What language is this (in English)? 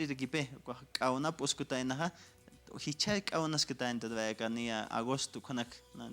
Aymara